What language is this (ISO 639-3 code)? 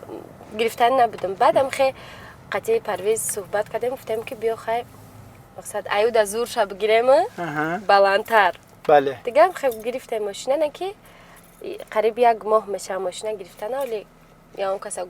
tgk